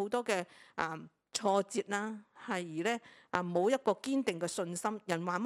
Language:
Cantonese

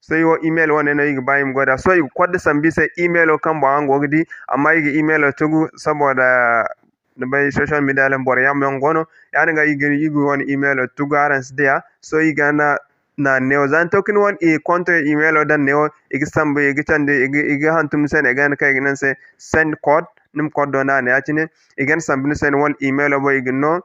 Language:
Zarma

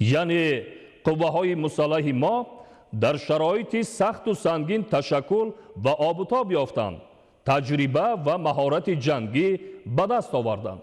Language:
Tajik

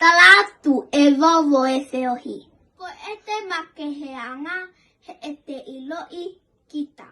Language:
Tongan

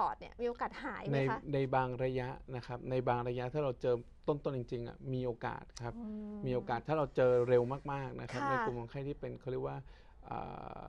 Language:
Thai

